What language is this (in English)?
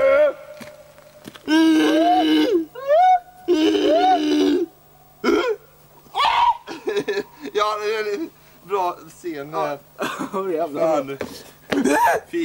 Swedish